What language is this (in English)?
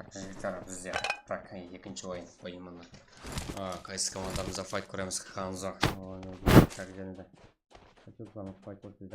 Kara-Kalpak